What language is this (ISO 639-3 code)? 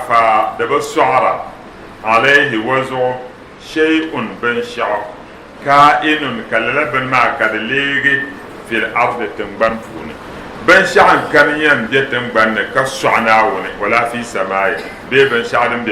dag